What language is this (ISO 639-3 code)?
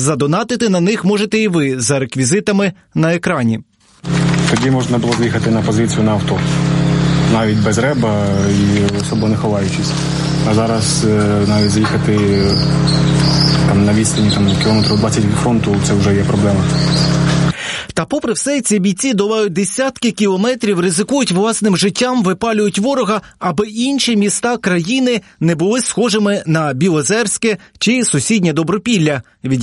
ukr